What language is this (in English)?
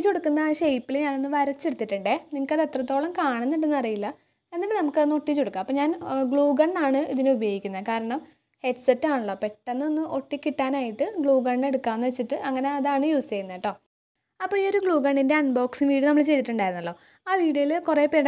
Malayalam